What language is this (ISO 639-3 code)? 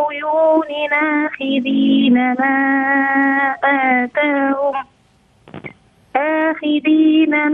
ara